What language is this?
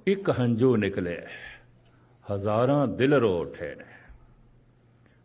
Punjabi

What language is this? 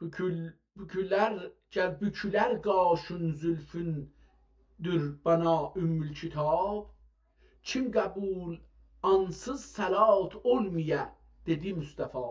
South Azerbaijani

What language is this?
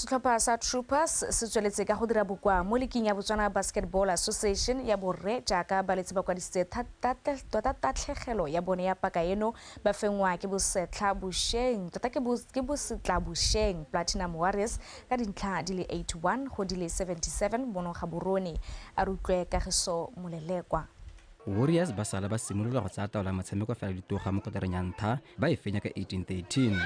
Tswana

